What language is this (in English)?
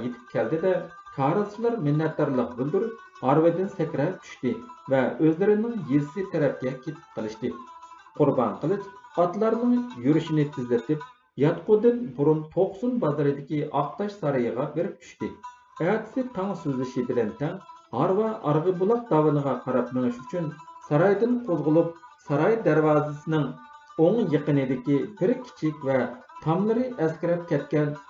Uyghur